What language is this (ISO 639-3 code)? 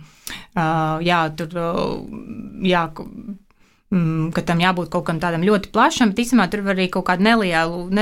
lav